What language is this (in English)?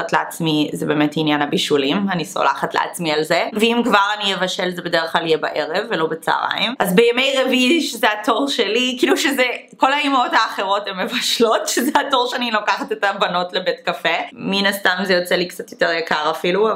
Hebrew